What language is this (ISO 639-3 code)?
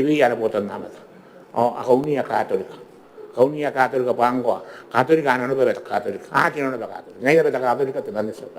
gil